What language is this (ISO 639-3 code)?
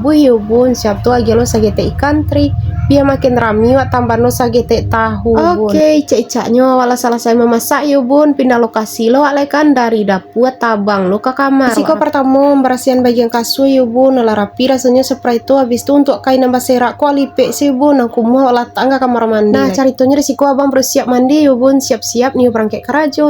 min